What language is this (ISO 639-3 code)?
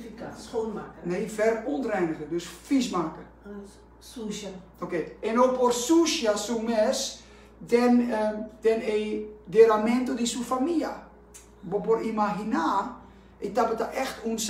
pap